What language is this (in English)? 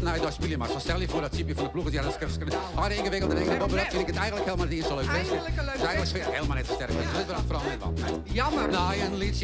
Western Frisian